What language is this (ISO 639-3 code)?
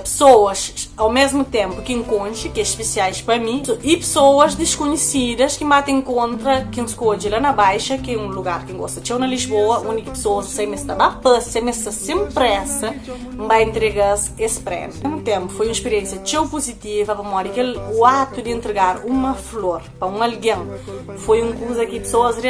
kea